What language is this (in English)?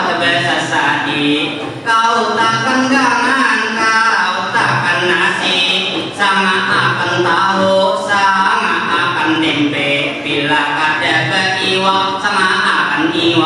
Banjar